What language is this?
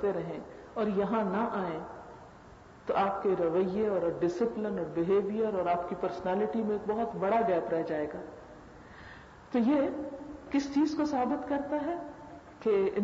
Urdu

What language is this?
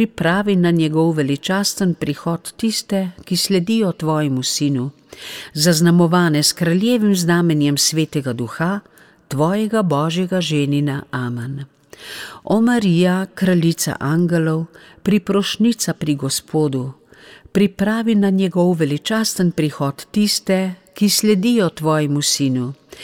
Slovenian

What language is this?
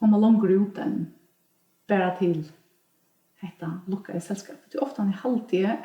Faroese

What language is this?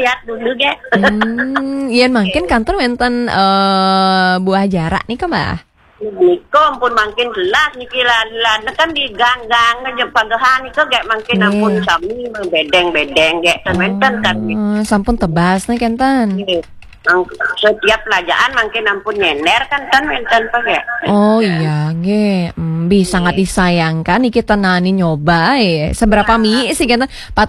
Balinese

